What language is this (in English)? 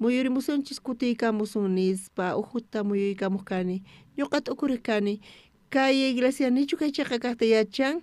South Bolivian Quechua